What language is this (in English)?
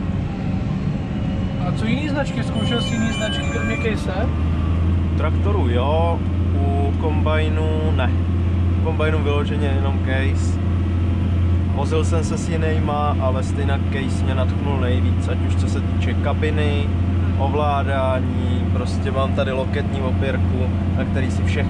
Czech